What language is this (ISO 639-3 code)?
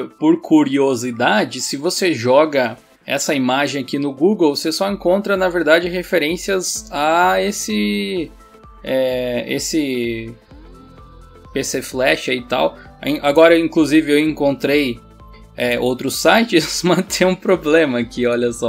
por